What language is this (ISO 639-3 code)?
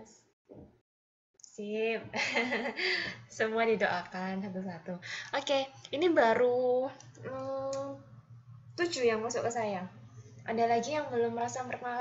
ind